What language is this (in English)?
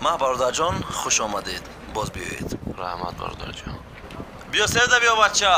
Tajik